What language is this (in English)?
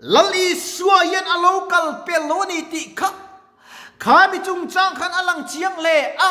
Mizo